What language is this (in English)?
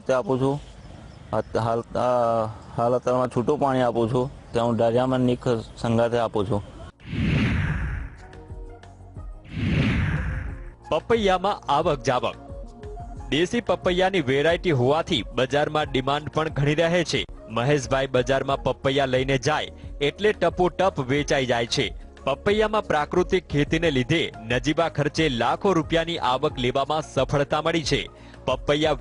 Gujarati